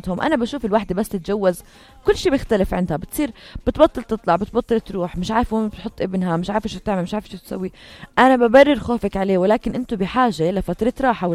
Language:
North Levantine Arabic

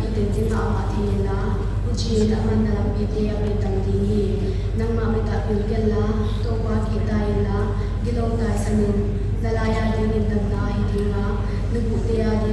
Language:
Paite Chin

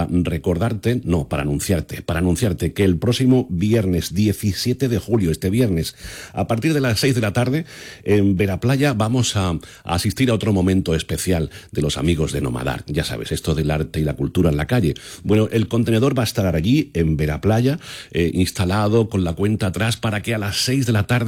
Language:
Spanish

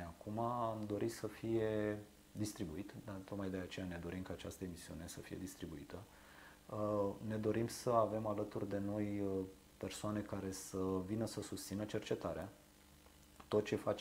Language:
Romanian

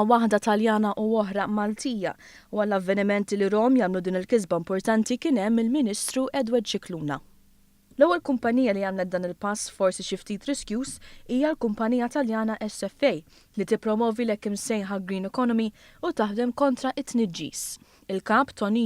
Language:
Maltese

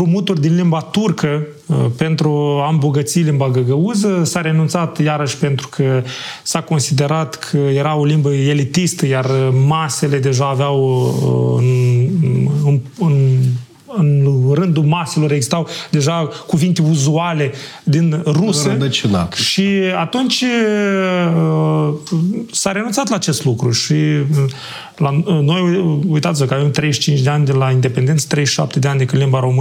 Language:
Romanian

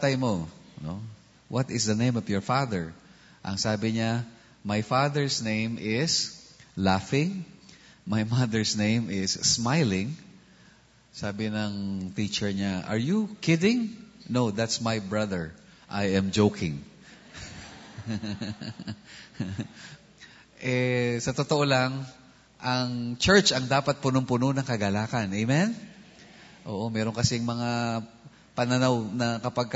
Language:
Filipino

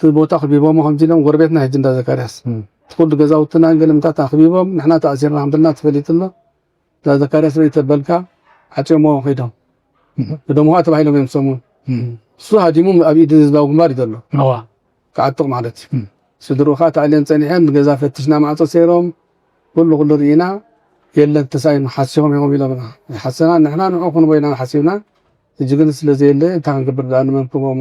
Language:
Tigrinya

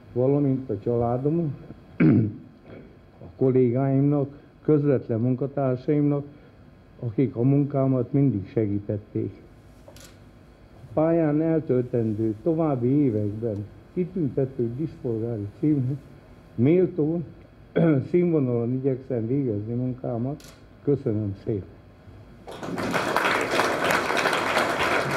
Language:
Hungarian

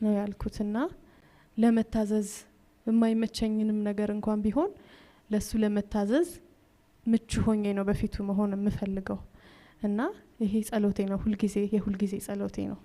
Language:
Amharic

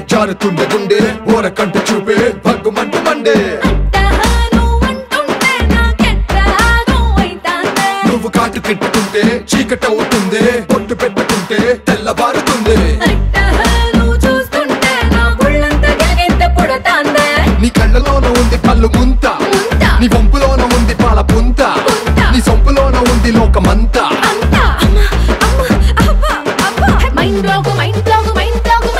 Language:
Telugu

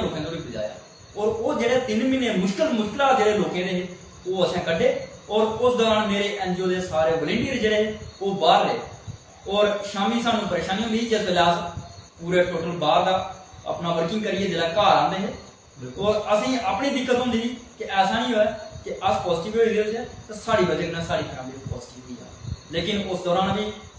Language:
Dogri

